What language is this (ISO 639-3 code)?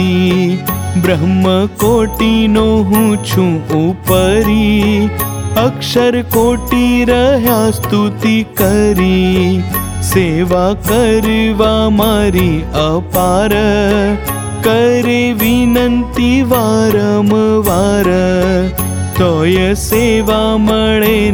guj